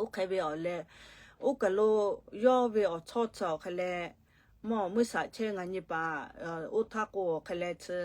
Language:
Lahu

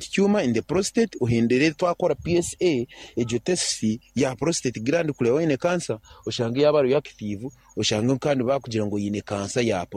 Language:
Nyankole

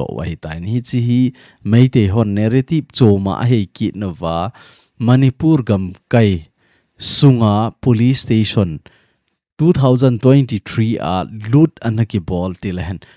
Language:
Thado Chin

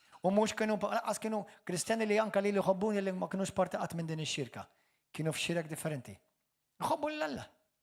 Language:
Maltese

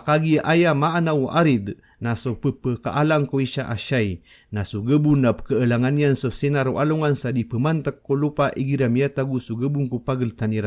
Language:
Maranao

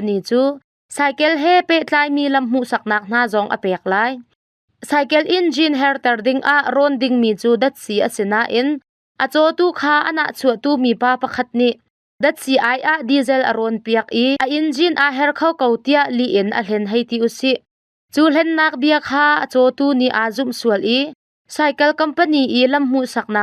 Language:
Hakha Chin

